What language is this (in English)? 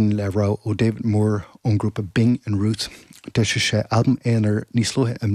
Irish